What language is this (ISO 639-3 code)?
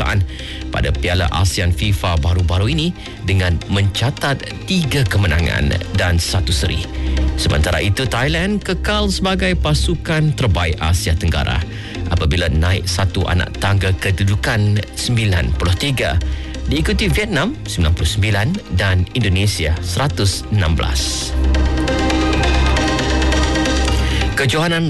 msa